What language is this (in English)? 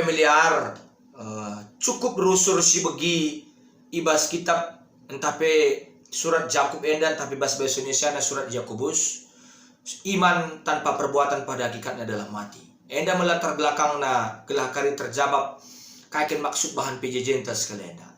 Batak Karo